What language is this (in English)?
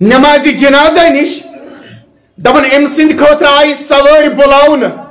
Kashmiri